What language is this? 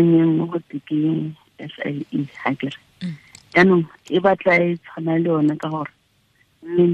Tswana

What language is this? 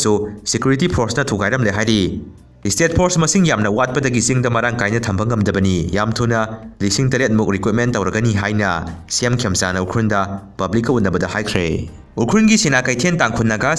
Manipuri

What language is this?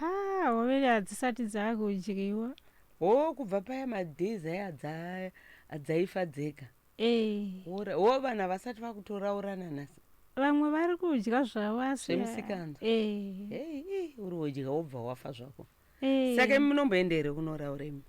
Shona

